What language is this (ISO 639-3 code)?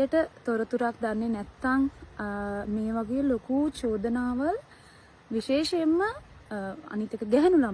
sin